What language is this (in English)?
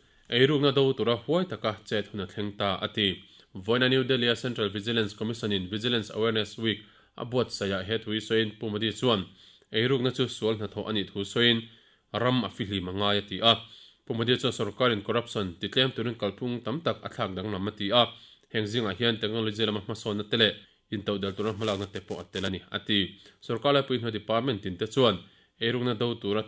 Mizo